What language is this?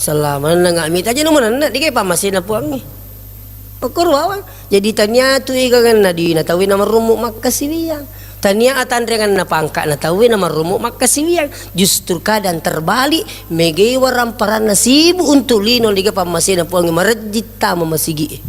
Buginese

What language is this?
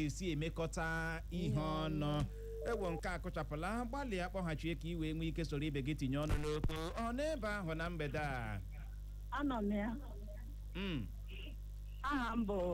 Igbo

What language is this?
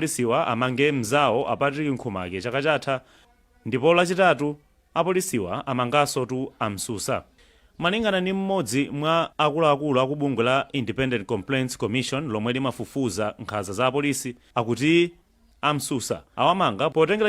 Nyanja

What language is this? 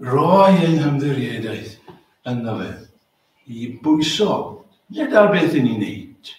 Welsh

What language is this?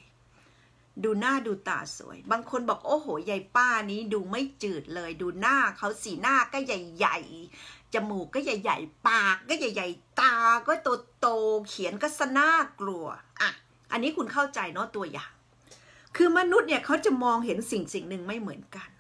Thai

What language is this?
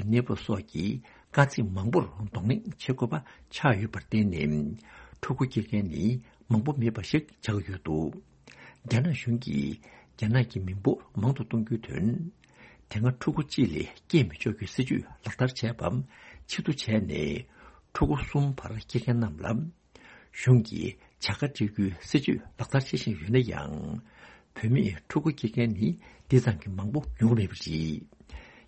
Tibetan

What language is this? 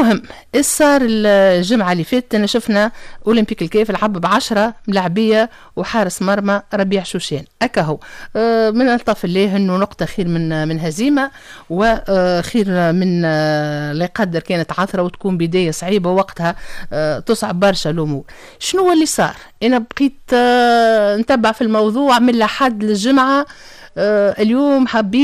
Tunisian Arabic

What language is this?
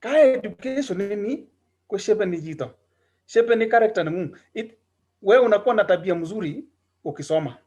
Kalenjin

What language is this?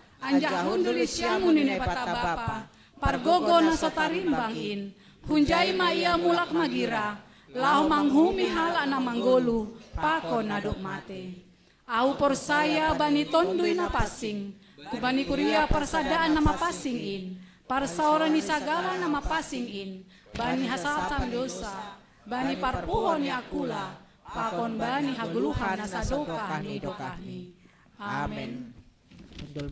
Batak Simalungun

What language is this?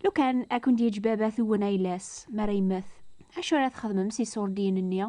Kabyle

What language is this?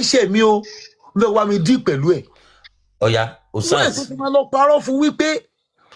Yoruba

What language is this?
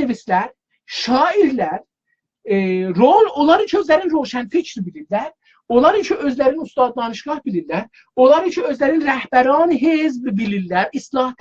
South Azerbaijani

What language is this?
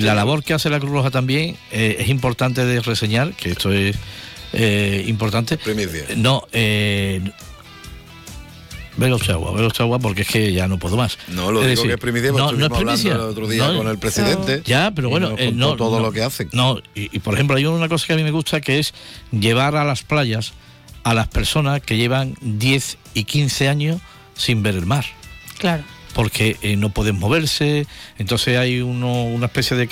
Spanish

